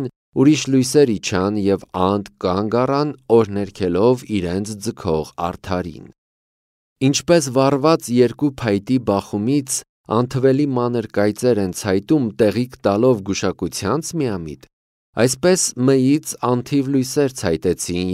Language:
Armenian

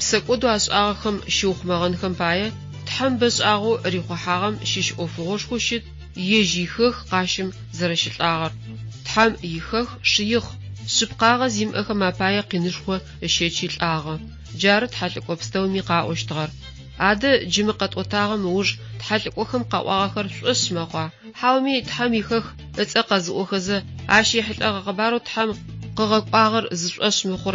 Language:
Adyghe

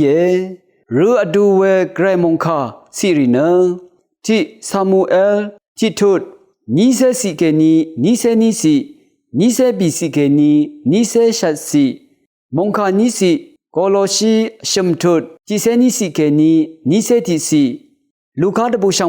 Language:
Rawang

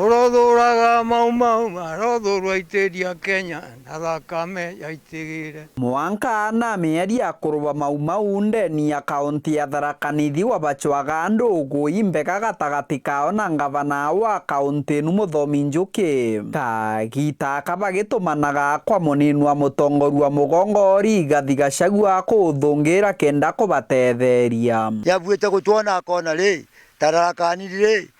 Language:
Meru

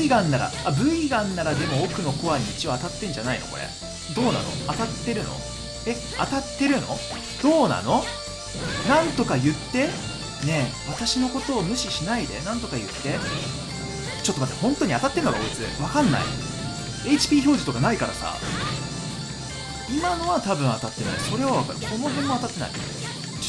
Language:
Japanese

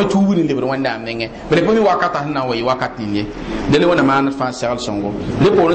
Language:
Mossi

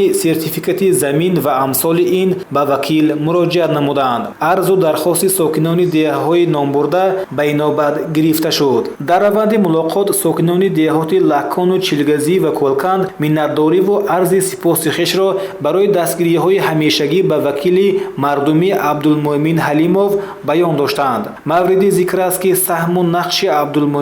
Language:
Tajik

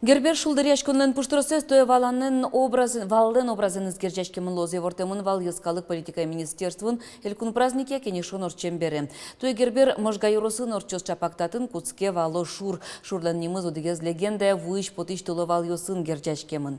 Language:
Udmurt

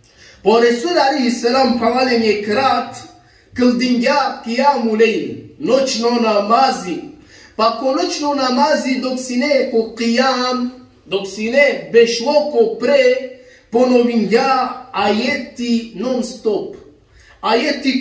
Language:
Balkan Romani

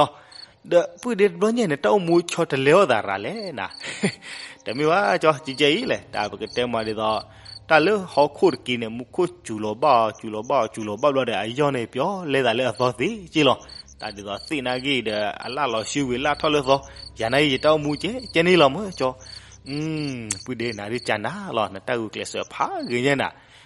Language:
S'gaw Karen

